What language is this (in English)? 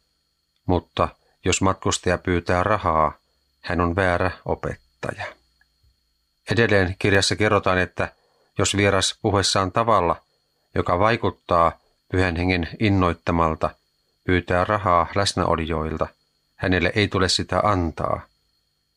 Finnish